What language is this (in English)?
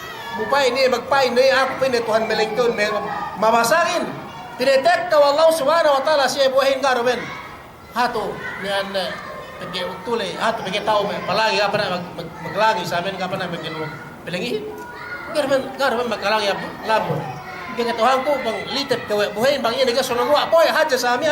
Yakan